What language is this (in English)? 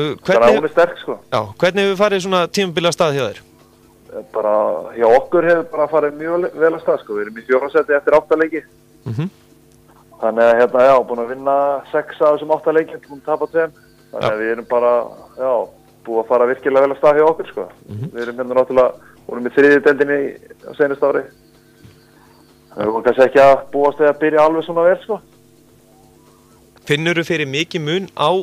Icelandic